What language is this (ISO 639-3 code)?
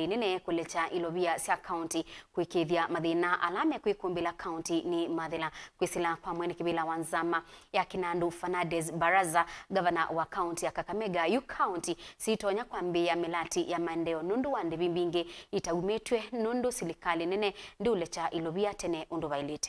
kam